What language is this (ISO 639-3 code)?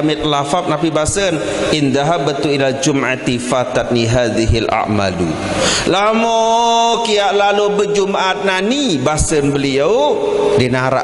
sas